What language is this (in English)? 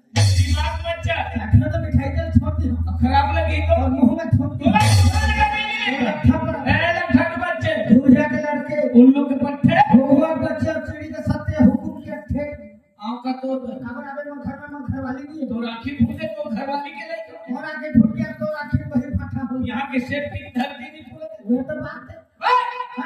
Chhattisgarhi